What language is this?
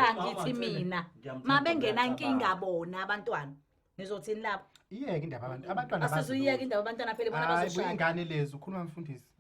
Zulu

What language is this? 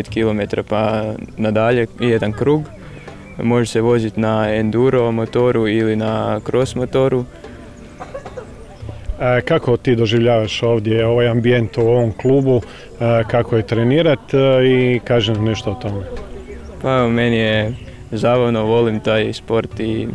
Croatian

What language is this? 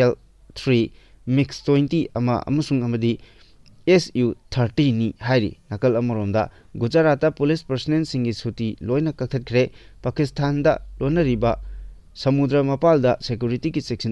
Manipuri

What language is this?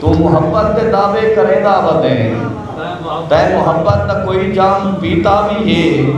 Saraiki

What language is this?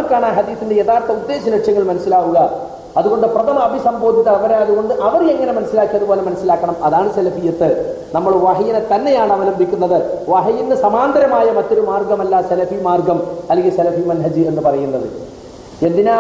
Malayalam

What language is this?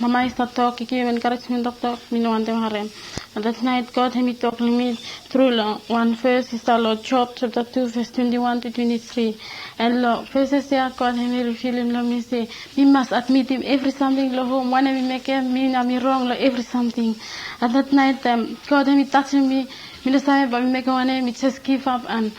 Bislama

